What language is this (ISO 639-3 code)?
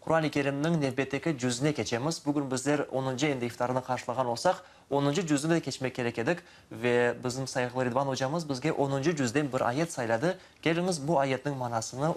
crh